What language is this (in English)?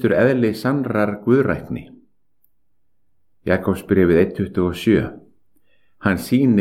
Icelandic